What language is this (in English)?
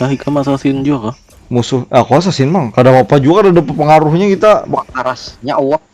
Banjar